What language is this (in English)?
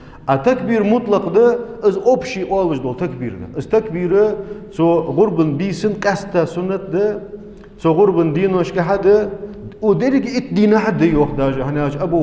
Ingush